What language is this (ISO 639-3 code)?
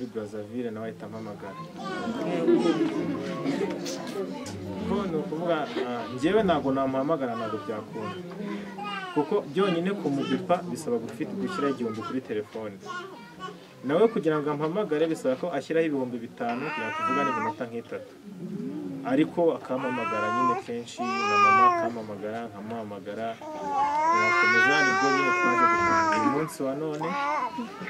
kin